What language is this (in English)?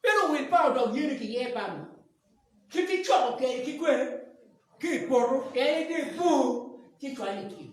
Acoli